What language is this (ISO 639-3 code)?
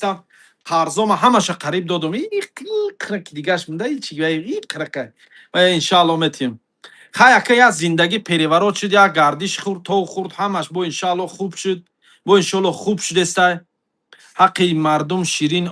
tgk